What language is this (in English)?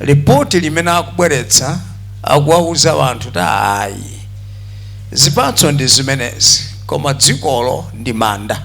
Nyanja